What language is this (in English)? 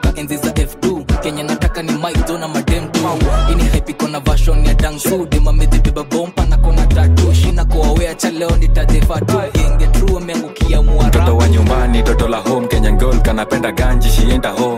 Swahili